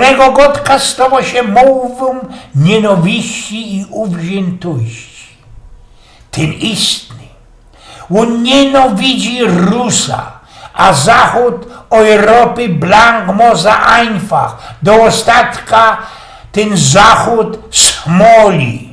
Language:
Silesian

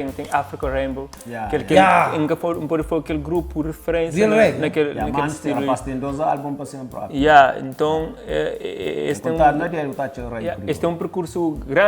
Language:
Kabuverdianu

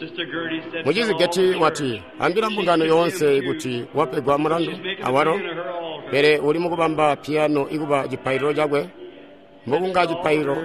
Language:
Tonga (Zambia)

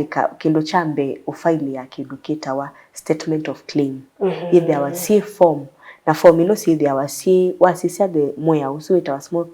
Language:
Kamba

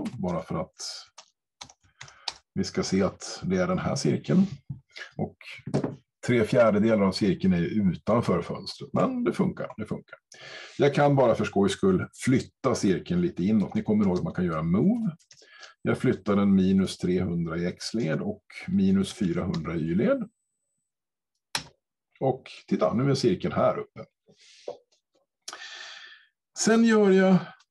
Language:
Swedish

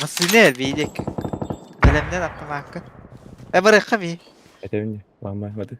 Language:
Yakut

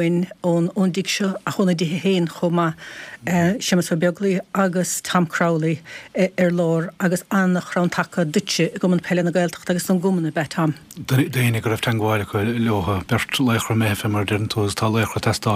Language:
Irish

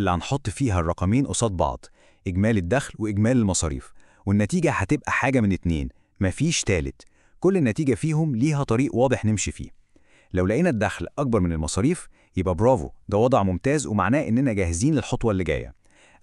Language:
Egyptian Arabic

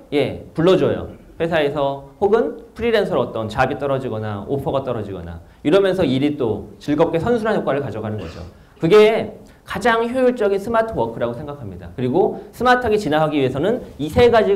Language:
Korean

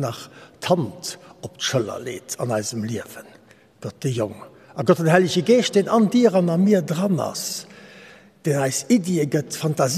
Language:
Luxembourgish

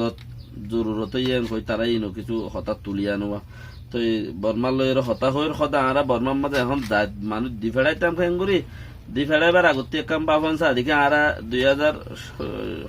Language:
Rohingya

